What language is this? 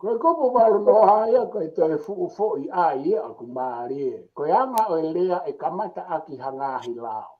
Tongan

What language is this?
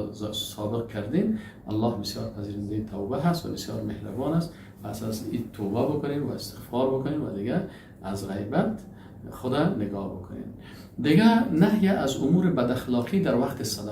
Persian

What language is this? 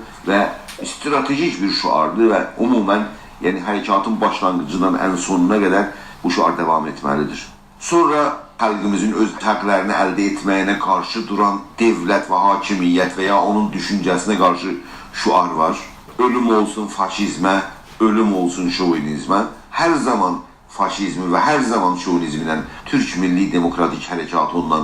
South Azerbaijani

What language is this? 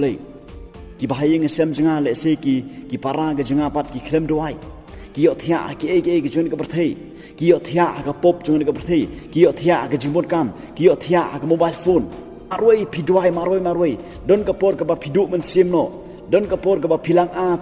Khasi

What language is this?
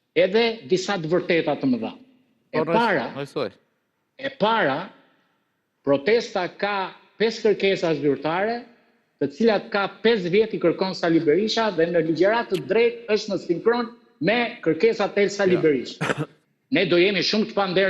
Albanian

